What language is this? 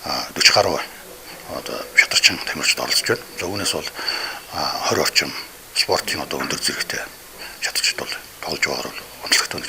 Mongolian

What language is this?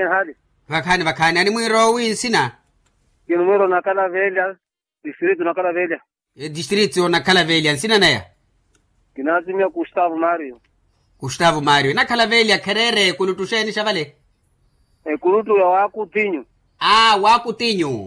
Makhuwa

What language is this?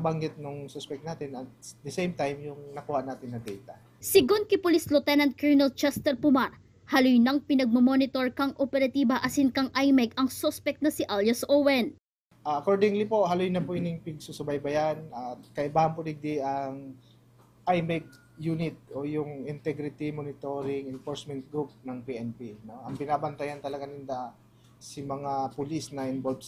Bikol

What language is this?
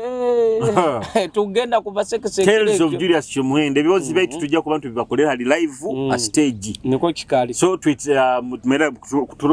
Nyoro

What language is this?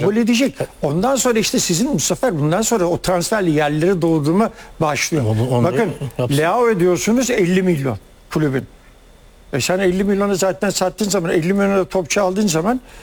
Turkish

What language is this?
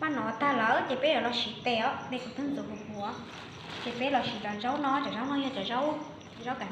Hmong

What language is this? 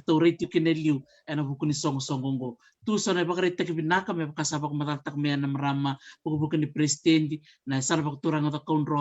Fijian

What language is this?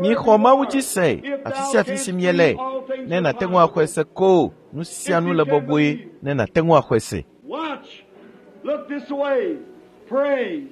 Ewe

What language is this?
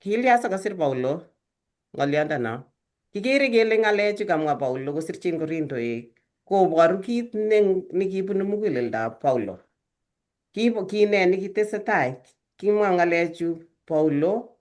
Kalenjin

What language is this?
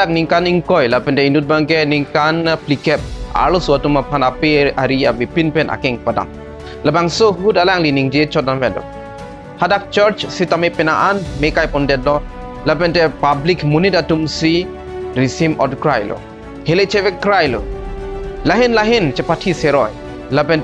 Karbi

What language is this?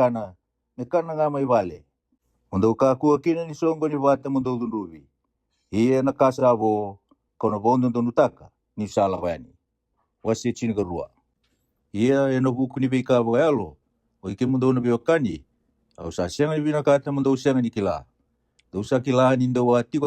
Fijian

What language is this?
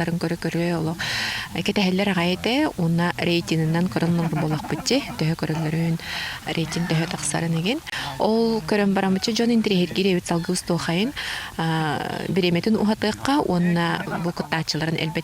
Yakut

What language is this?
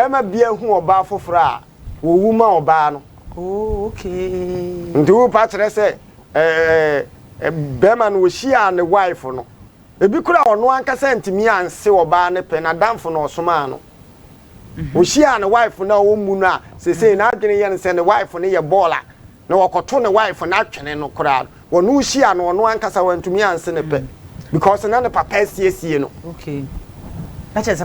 Akan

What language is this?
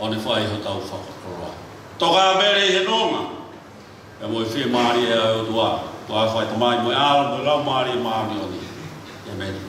Tongan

